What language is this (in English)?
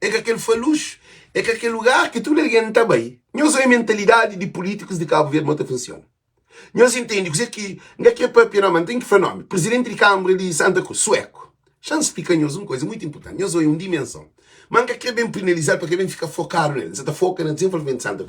Kabuverdianu